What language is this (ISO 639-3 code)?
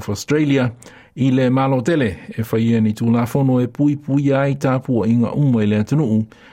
smo